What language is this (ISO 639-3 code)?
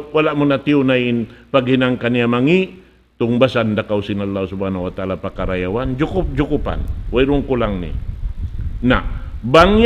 tsg